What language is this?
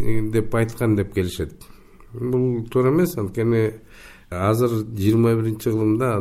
Kyrgyz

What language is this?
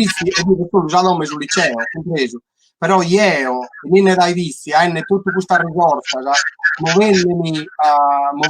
Sardinian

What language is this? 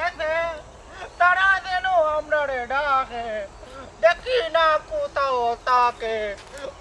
Sylheti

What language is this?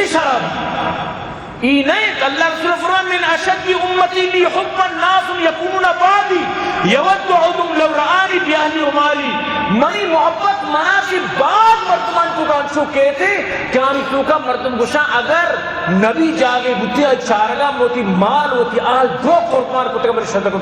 Eastern Balochi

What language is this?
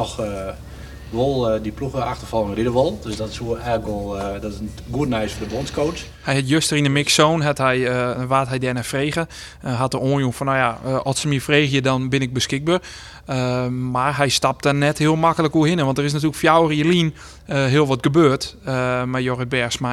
Western Frisian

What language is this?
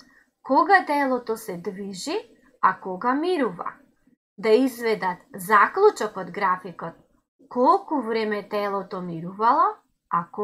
Macedonian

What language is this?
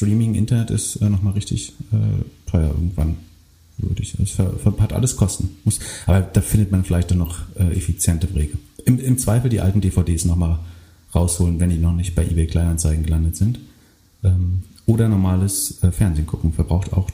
German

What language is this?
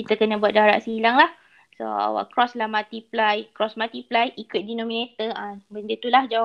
Malay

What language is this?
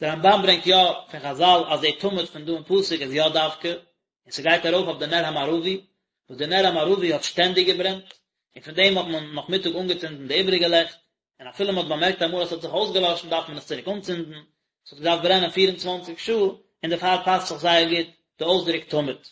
Yiddish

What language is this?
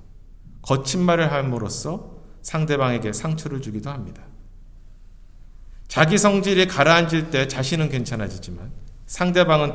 Korean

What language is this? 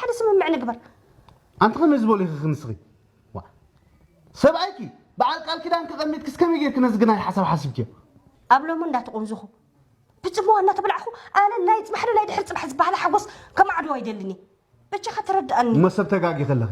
Tigrinya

